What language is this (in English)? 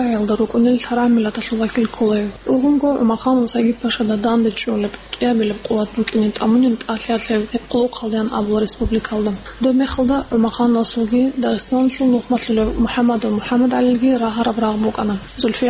Avaric